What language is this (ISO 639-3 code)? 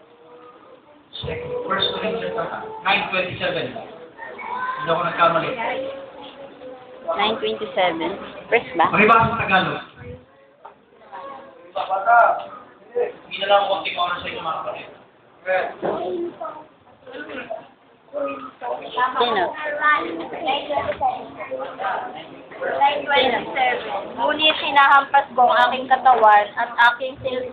fil